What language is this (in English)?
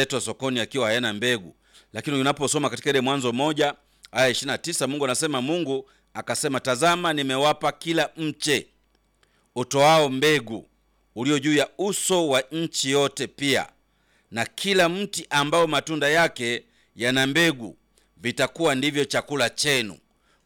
Swahili